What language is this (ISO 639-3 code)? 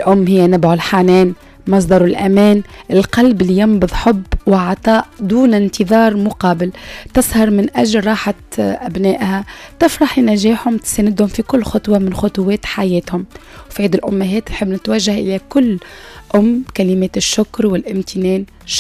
aeb